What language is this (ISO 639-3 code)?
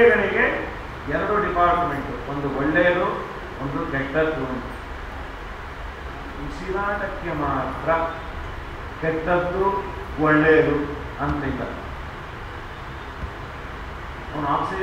kan